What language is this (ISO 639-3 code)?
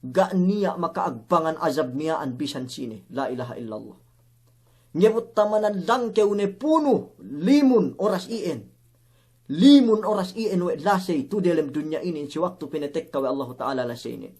yka